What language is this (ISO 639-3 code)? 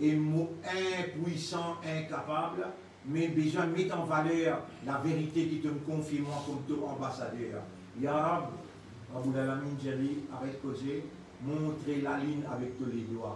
mfe